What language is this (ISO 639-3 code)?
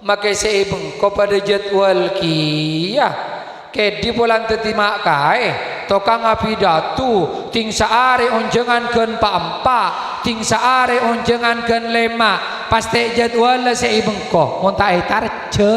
mad